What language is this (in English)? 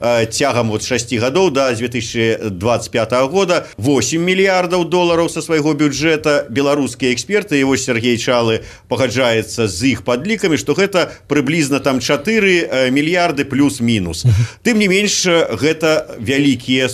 Belarusian